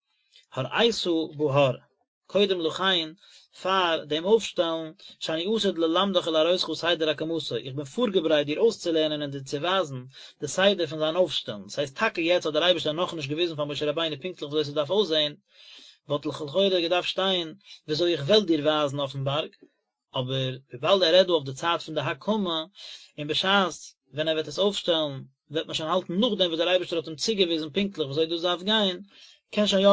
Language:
Yiddish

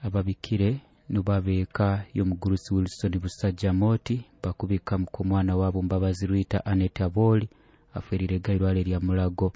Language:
Nyoro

